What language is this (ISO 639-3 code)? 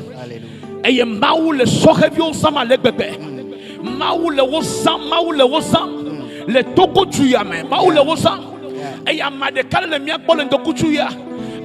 ewe